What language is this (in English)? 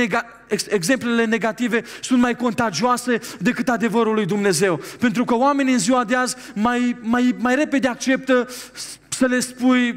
Romanian